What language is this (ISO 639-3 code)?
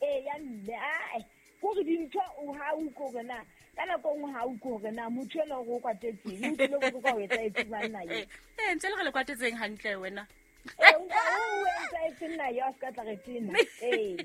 sot